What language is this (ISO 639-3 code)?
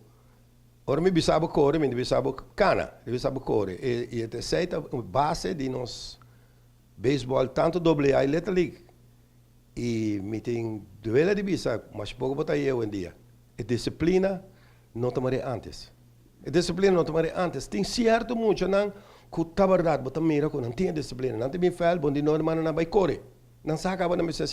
pap